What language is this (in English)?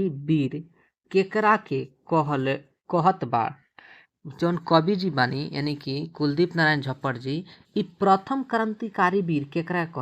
Bhojpuri